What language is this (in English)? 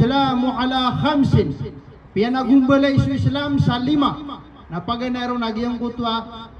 Maranao